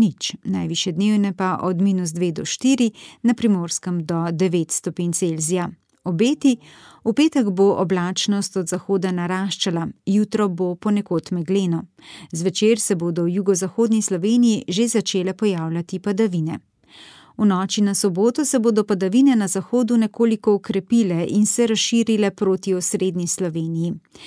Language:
Slovenian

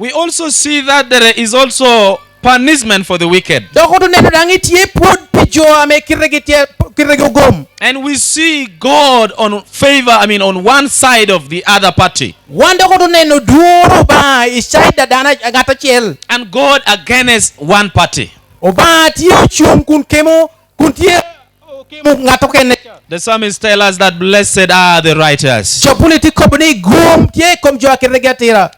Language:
Lango (Uganda)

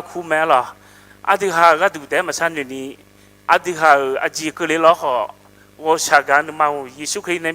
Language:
Akha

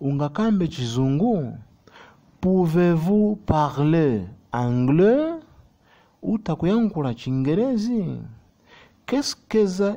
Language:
Nyanja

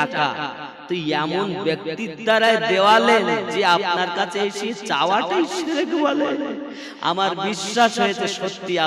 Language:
Bangla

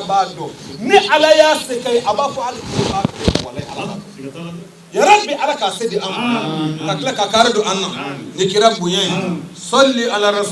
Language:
Bambara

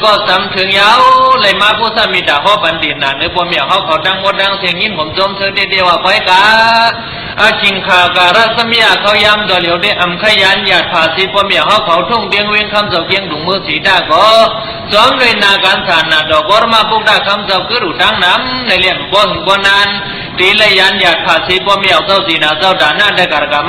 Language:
Shan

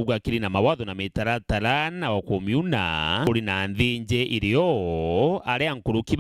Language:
Meru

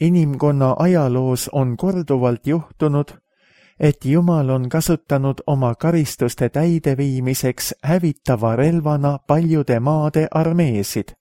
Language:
Estonian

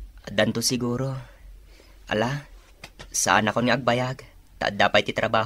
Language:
Iloko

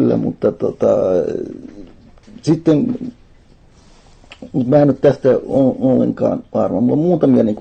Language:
Finnish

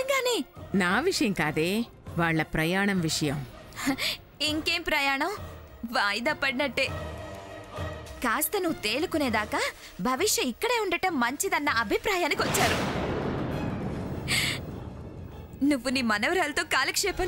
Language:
Telugu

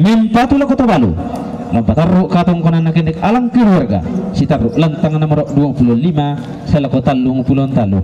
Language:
Toraja-Sa'dan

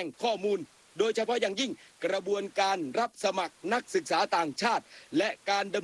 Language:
Thai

